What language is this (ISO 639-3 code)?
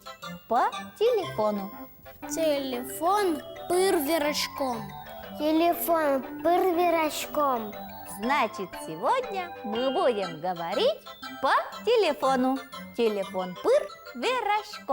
udm